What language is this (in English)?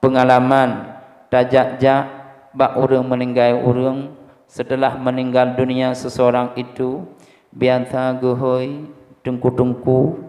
Achinese